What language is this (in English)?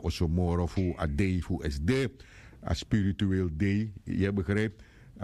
Sranan Tongo